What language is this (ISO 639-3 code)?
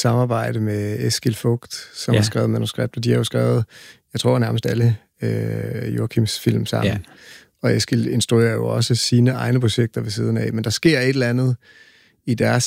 dan